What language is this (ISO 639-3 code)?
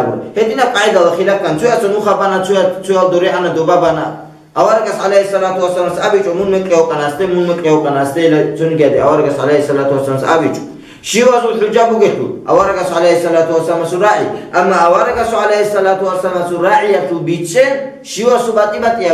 ava